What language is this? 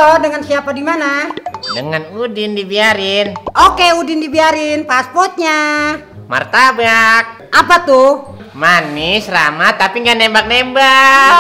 Betawi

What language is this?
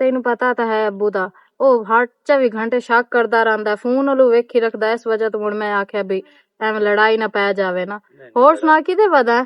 Western Panjabi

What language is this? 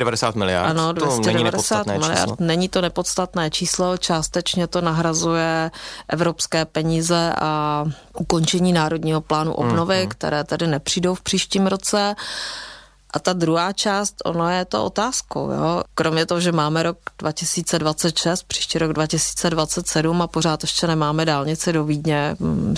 Czech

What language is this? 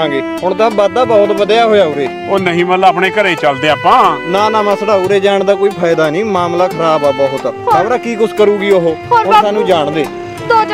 Punjabi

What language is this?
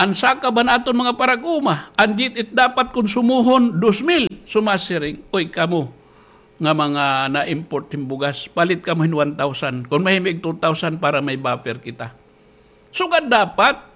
Waray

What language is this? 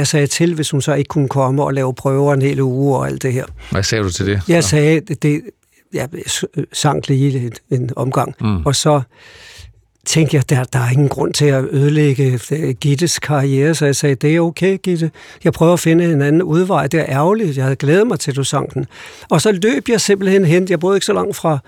Danish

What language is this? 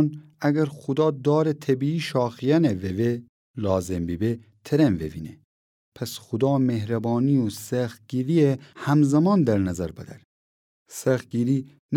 Gilaki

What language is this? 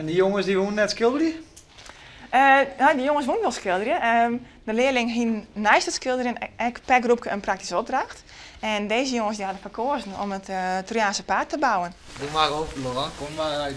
Western Frisian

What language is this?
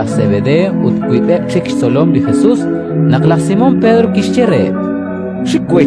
Kekchí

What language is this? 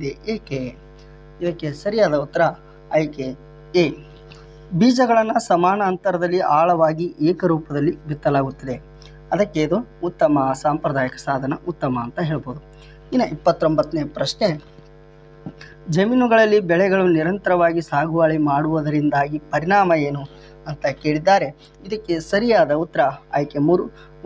Kannada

